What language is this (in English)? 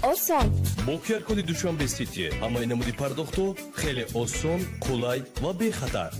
Tajik